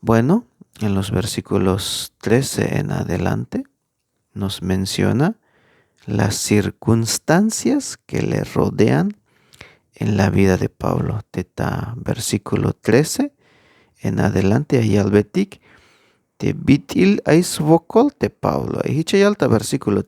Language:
Tzeltal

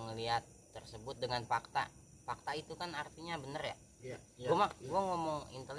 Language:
Betawi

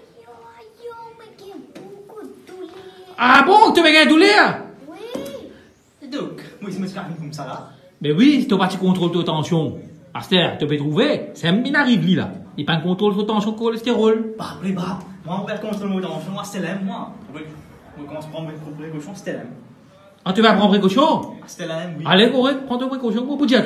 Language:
Morisyen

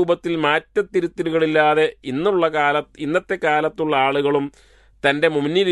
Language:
Malayalam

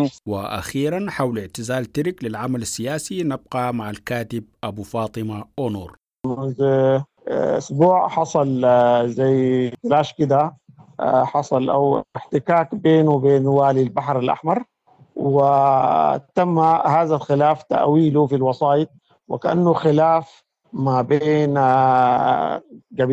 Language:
Sudanese Arabic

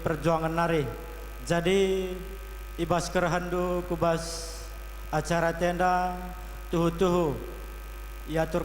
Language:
Batak Karo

